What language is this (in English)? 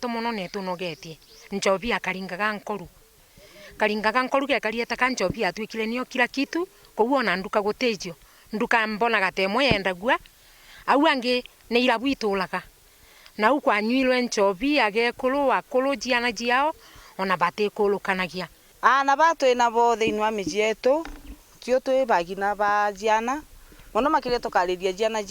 Meru